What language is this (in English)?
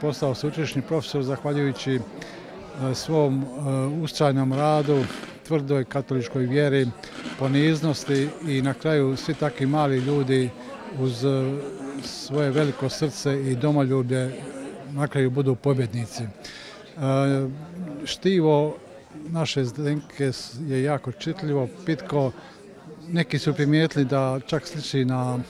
Croatian